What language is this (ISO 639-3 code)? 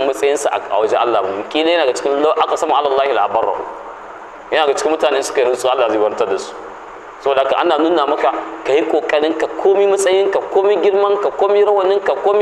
hau